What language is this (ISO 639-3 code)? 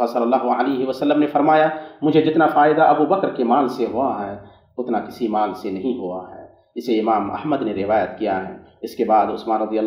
urd